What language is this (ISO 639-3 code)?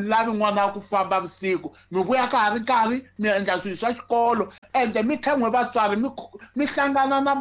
tso